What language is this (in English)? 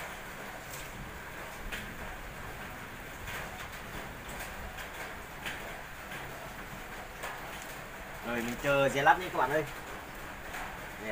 Vietnamese